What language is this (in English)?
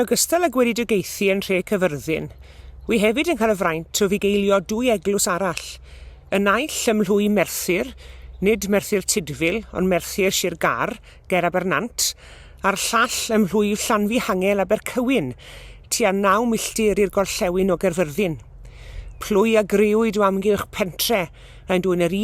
Welsh